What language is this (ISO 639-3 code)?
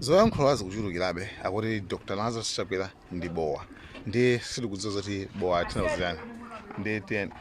nya